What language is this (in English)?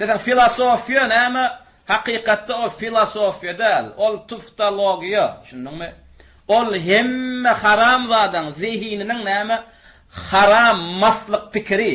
Turkmen